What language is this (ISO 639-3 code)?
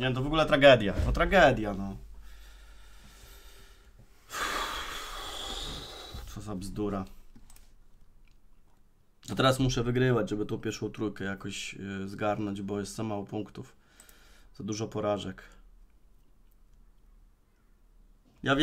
pol